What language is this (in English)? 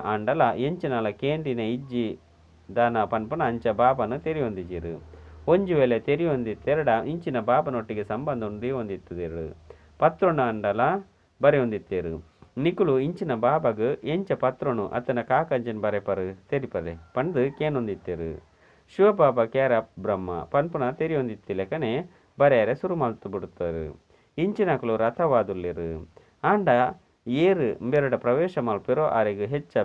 Tulu